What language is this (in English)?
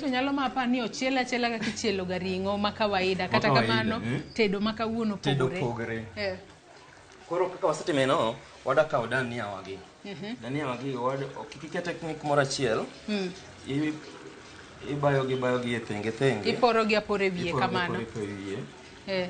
Luo (Kenya and Tanzania)